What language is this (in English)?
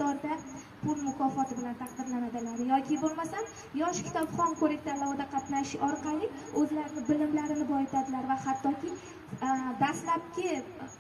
Uzbek